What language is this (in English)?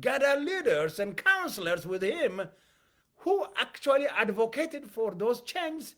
English